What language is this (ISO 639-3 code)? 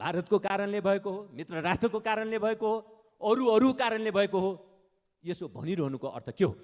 nep